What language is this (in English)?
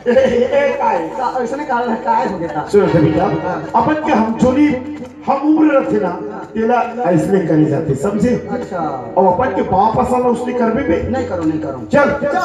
Chhattisgarhi